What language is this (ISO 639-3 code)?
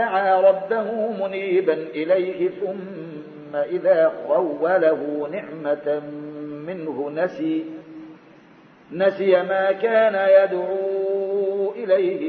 ara